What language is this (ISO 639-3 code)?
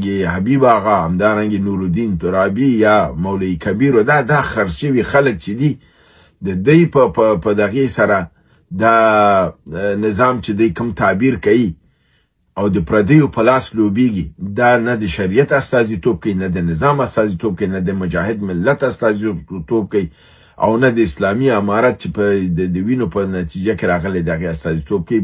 pus